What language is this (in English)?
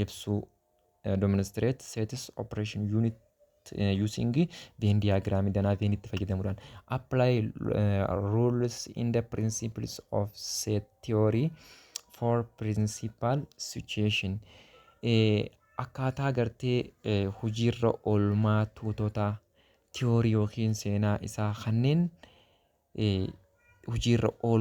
Oromo